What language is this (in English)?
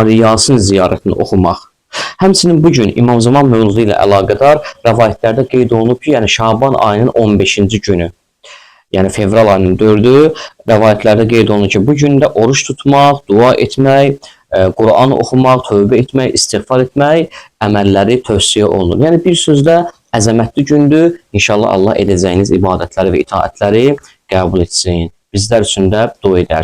Azerbaijani